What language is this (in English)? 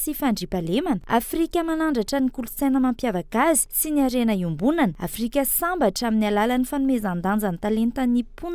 Malagasy